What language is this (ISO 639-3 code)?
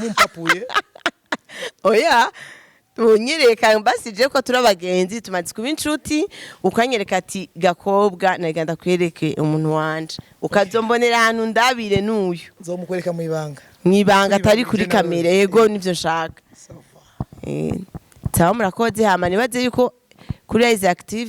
run